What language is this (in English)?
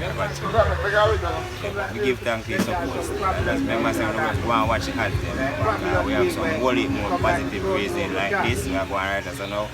Jamaican Creole English